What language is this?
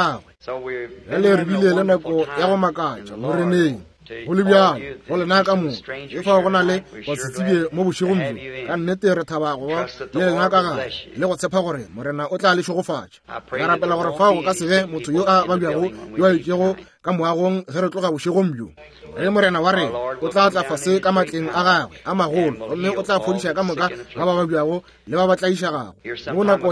Northern Sotho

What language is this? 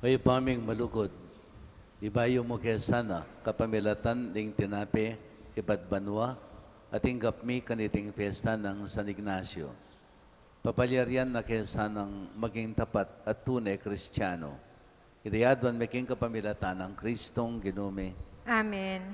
Pampanga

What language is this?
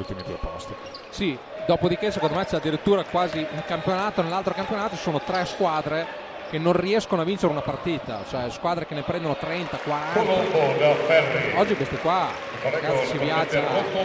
Italian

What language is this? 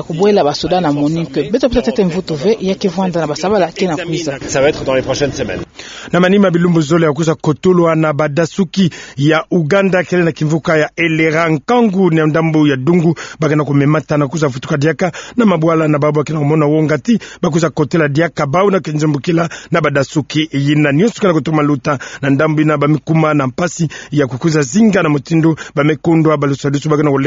Kituba (Democratic Republic of Congo)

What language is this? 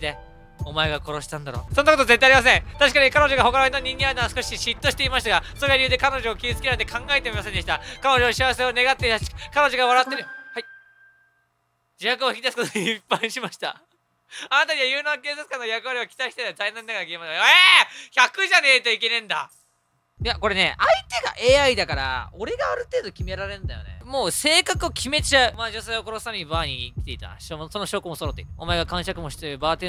Japanese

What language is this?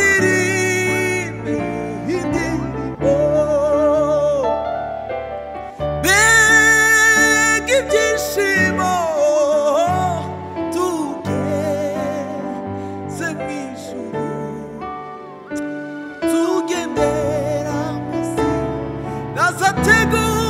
Kinyarwanda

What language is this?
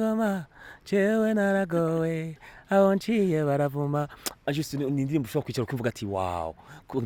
Rundi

